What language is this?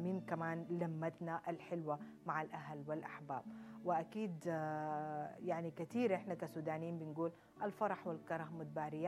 Sudanese Arabic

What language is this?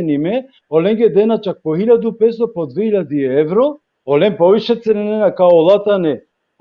Balkan Romani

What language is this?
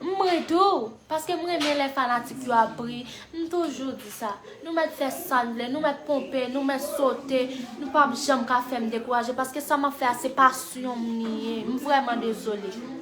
Haitian Creole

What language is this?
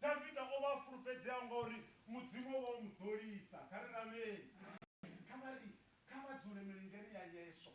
Venda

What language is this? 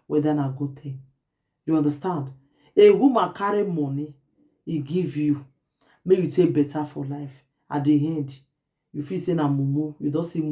Nigerian Pidgin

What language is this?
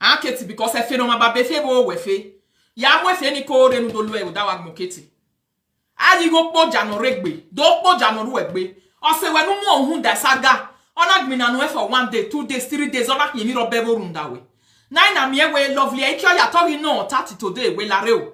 Nigerian Pidgin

